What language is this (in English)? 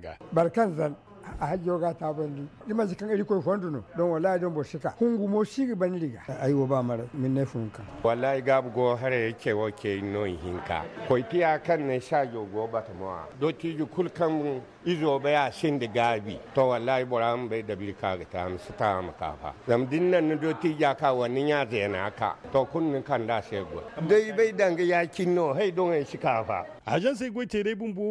Zarma